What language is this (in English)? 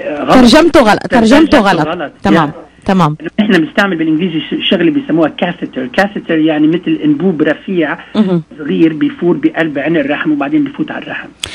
North Levantine Arabic